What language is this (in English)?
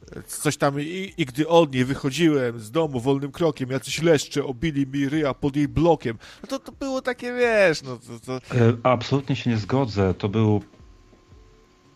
Polish